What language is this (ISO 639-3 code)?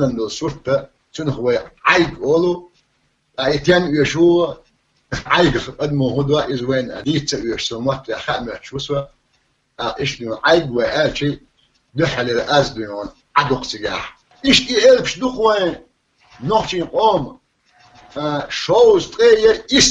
che